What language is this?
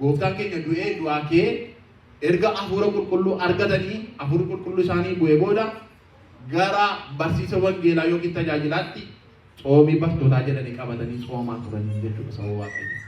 Oromo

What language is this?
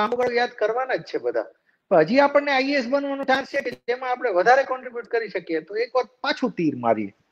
Gujarati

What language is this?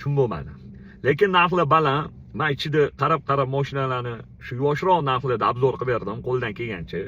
Uzbek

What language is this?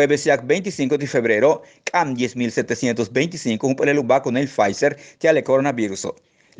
Yucateco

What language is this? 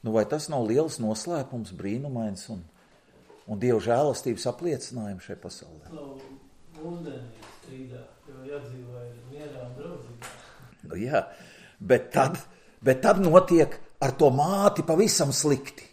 Latvian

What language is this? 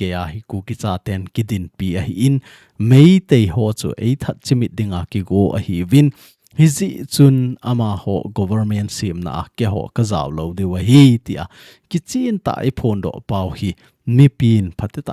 Thado Chin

